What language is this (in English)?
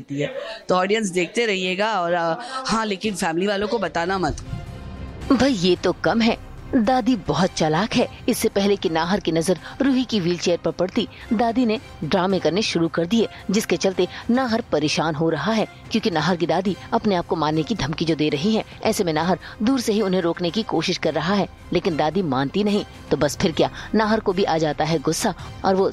Hindi